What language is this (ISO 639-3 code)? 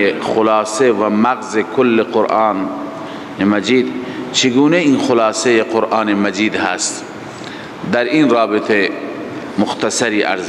fas